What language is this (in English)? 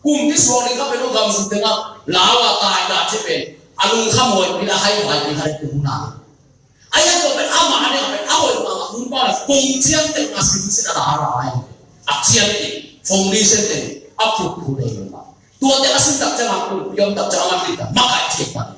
Tedim Chin